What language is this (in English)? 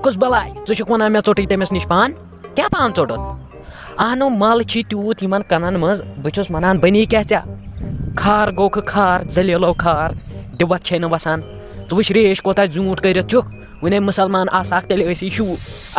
Kashmiri